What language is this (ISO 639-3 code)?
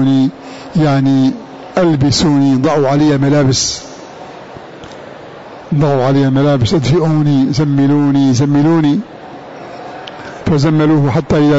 ara